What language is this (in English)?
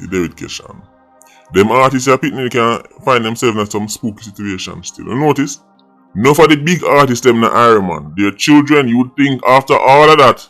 Jamaican Creole English